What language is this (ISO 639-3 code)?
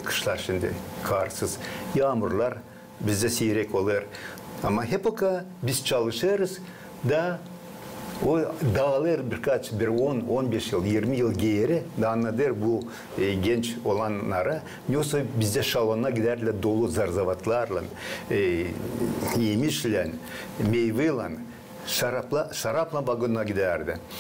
gag